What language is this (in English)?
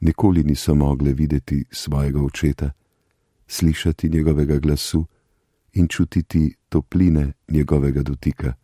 Slovenian